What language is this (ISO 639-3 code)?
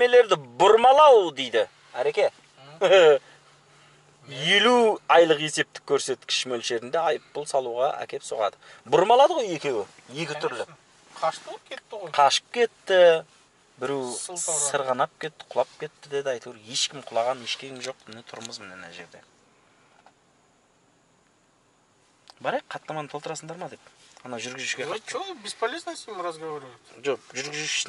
kaz